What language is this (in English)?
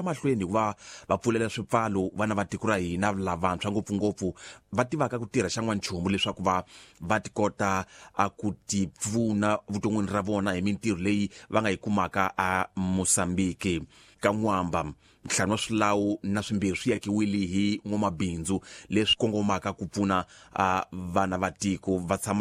Tsonga